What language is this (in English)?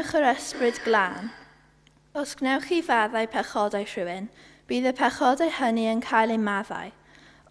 Welsh